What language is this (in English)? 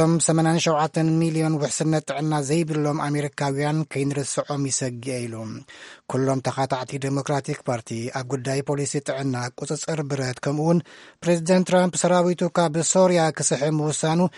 Tigrinya